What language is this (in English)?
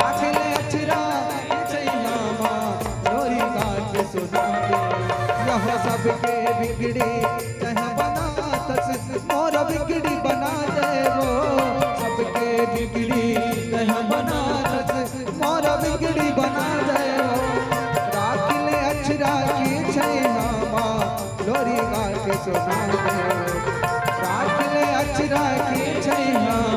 Chhattisgarhi